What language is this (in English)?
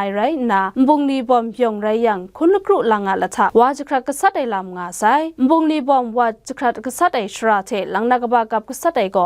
Kachin